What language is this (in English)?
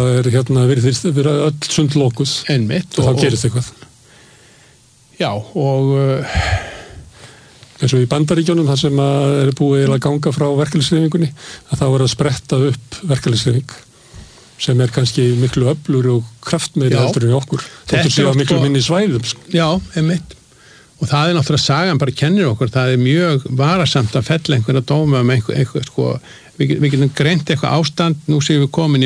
Icelandic